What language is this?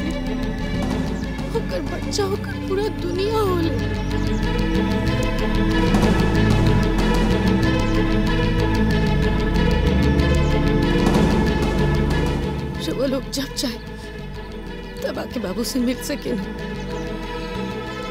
Bhojpuri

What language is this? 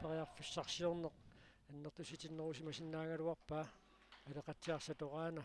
Kalaallisut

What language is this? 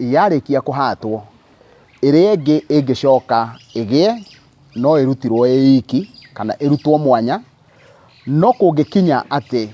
Kikuyu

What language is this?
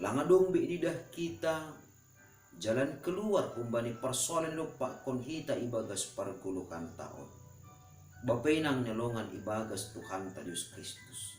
Batak Simalungun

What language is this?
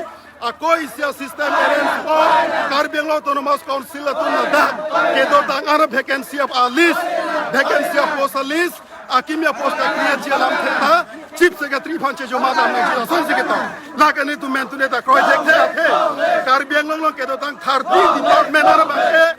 Karbi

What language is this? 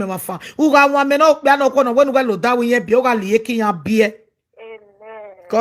Nigerian Pidgin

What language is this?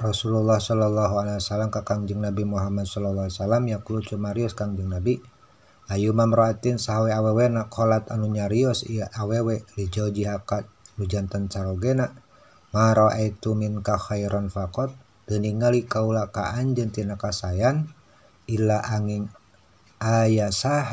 Sundanese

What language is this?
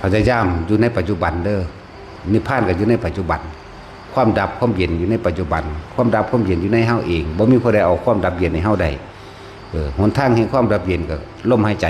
Northeastern Thai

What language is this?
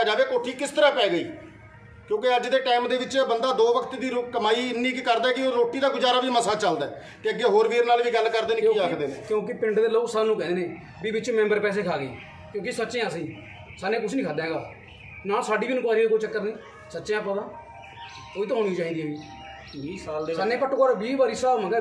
Punjabi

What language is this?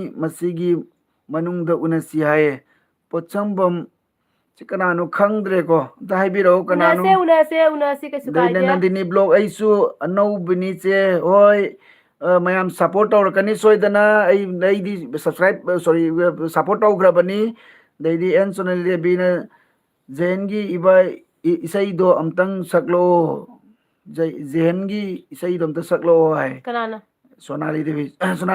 Manipuri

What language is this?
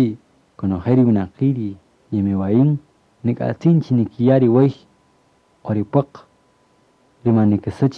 Kaqchikel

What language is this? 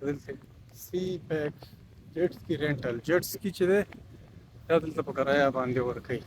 Pashto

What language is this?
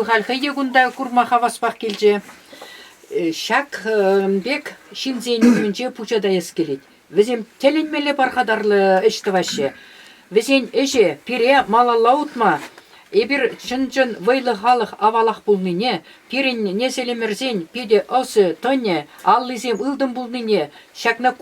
Chuvash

